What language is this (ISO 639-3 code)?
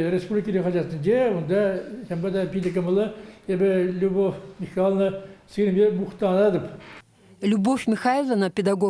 chv